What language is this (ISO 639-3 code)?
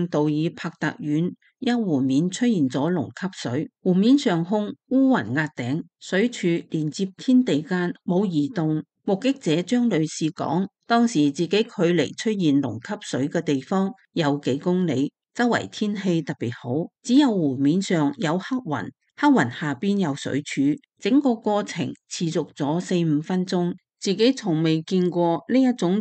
yue